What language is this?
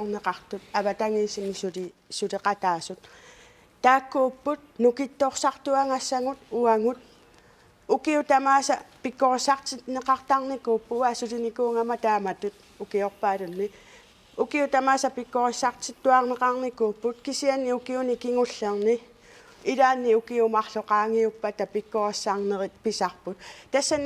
Kalaallisut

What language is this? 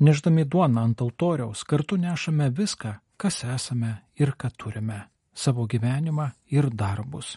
Lithuanian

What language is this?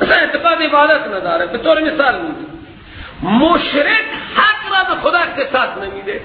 Persian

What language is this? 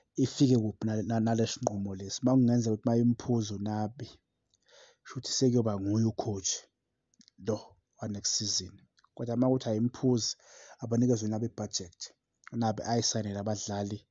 Zulu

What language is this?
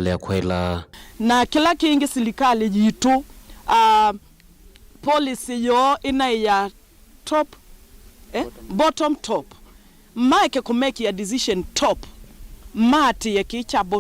Kamba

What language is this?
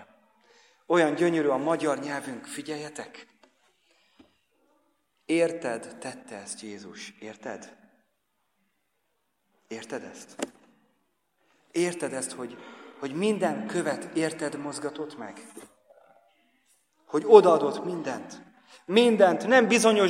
Hungarian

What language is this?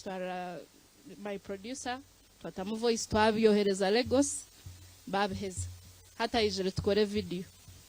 Nyankole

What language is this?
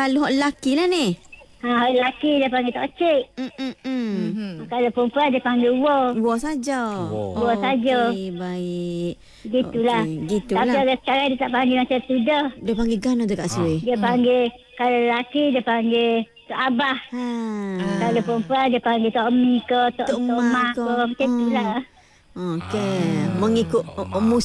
Malay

